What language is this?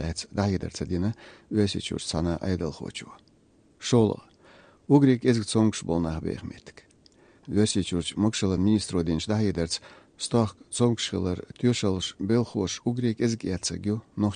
Chechen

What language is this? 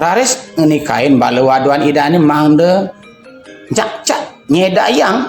Balinese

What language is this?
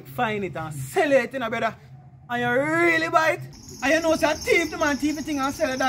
Jamaican Creole English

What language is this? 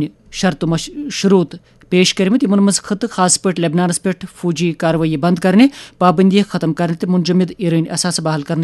Kashmiri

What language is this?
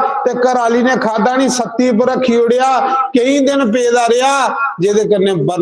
Dogri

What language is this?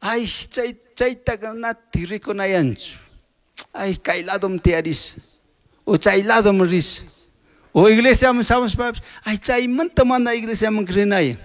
Chimborazo Highland Quichua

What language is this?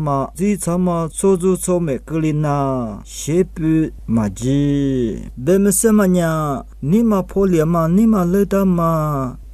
Lisu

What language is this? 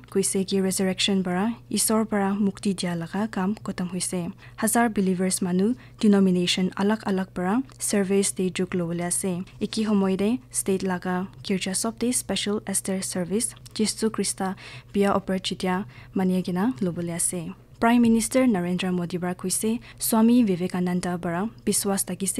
Naga Pidgin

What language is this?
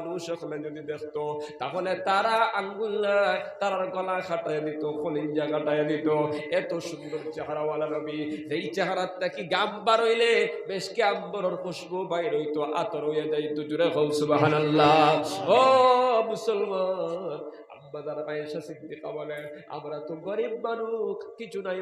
Sylheti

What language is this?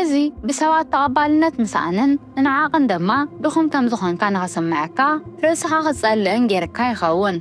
Tigrinya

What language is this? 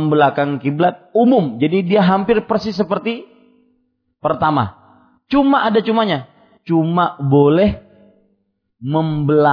Indonesian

